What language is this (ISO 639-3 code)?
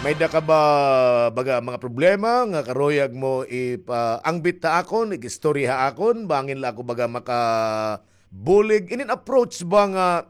war